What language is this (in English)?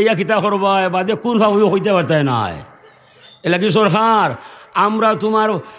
Sylheti